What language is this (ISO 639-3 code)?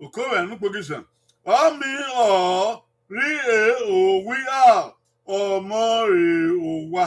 bin